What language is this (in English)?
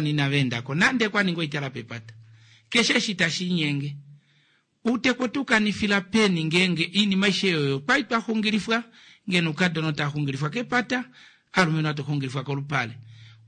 Kuanyama